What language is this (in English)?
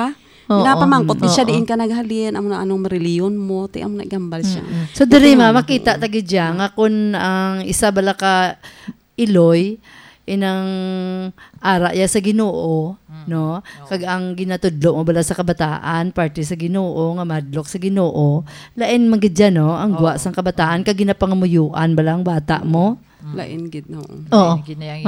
Hiligaynon